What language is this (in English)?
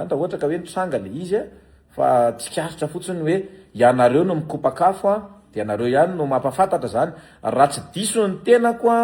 Malagasy